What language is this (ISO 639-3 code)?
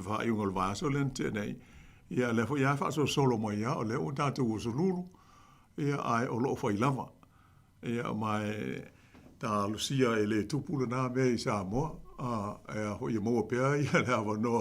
smo